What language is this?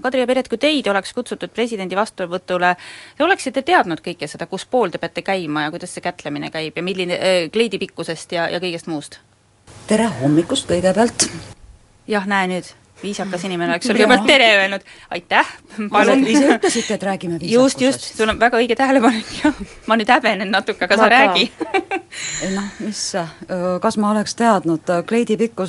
Estonian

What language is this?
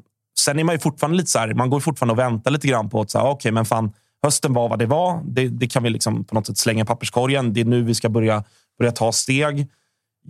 Swedish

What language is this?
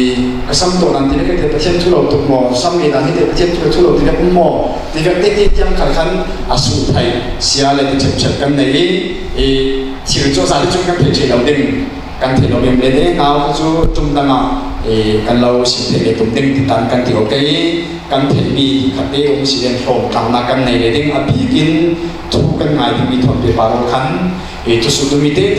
Falam Chin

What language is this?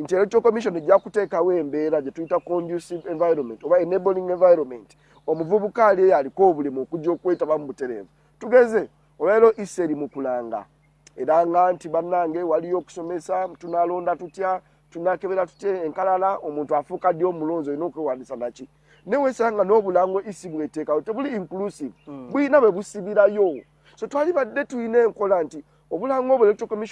Ganda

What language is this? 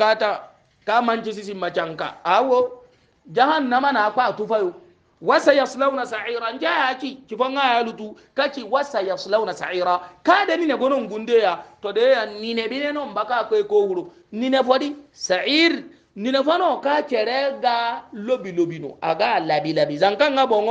Hausa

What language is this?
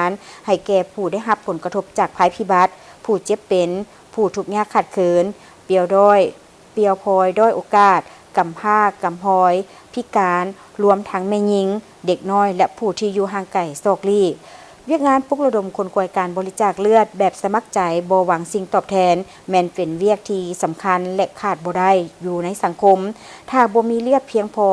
Lao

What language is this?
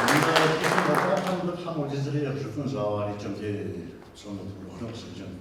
Kabardian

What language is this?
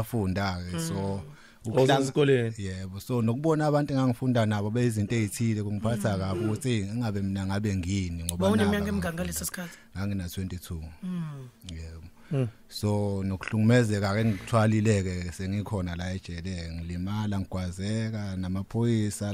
Zulu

